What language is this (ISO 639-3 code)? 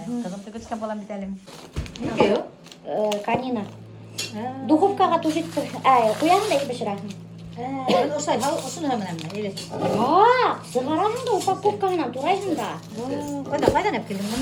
bak